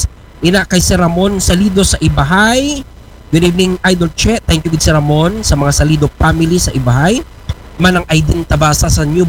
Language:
Aklanon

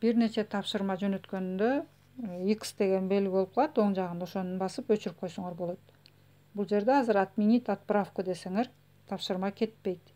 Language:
Kyrgyz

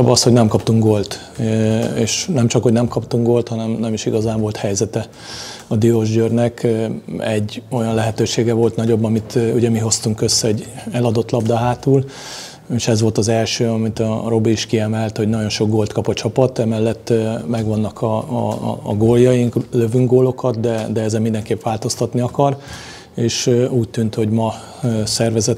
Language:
Hungarian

